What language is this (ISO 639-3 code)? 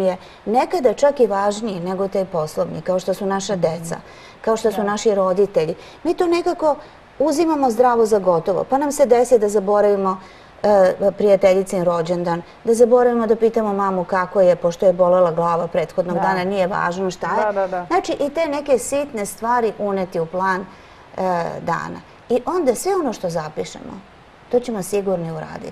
srp